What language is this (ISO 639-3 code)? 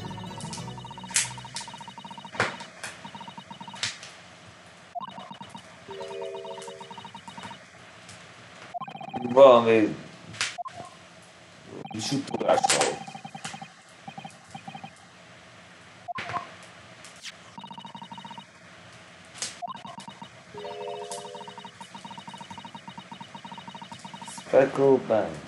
hun